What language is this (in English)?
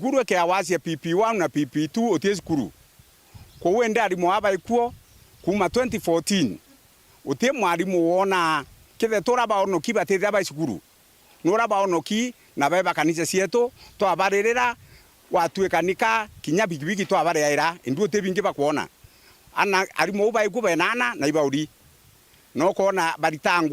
Meru